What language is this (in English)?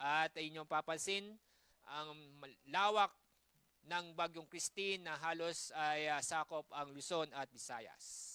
Bikol